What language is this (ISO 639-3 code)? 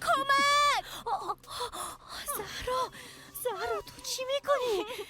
fas